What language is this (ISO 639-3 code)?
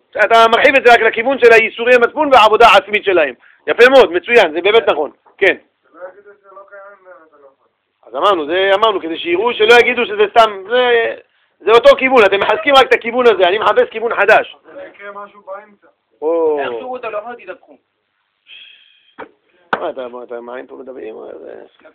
heb